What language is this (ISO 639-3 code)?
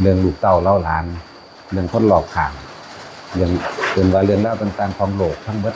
tts